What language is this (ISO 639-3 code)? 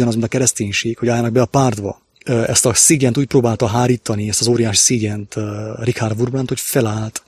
hun